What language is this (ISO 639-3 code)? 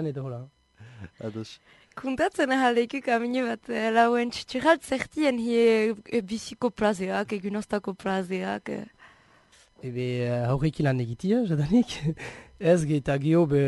eus